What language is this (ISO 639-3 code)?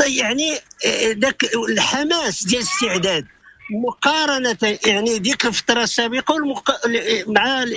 ary